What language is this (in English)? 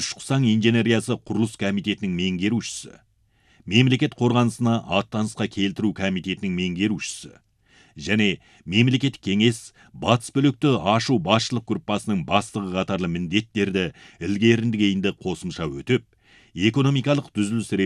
Kazakh